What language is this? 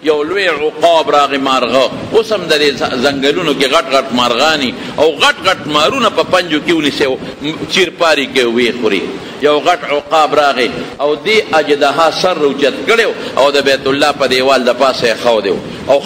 Pashto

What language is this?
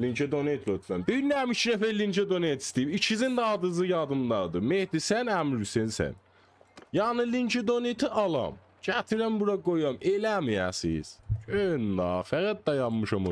South Azerbaijani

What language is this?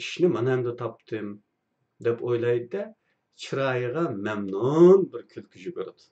Uyghur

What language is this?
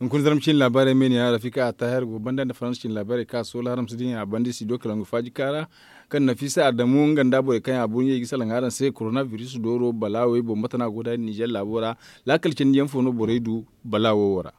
Zarma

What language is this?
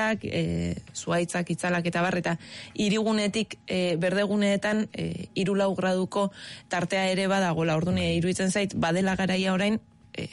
Basque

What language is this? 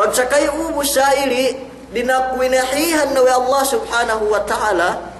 Yakan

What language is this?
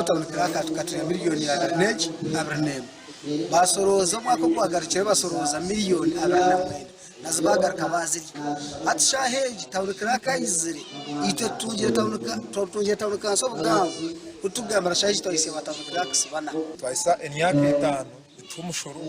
Nyankole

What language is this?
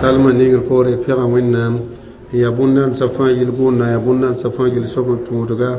Mossi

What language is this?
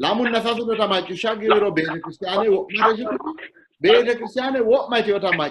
Sidamo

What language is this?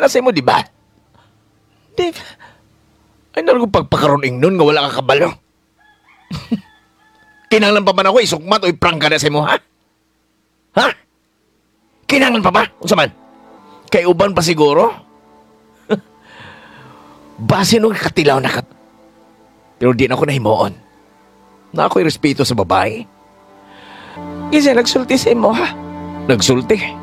Cebuano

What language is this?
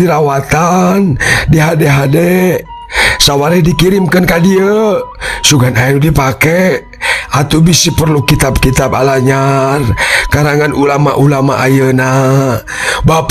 Sundanese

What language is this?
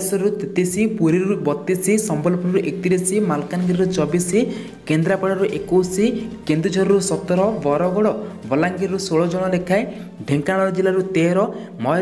Odia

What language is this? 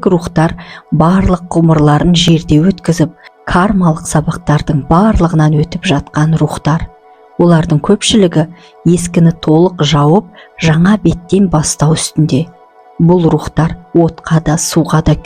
Kazakh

